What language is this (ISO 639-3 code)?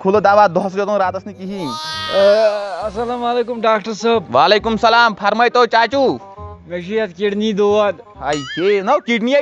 kas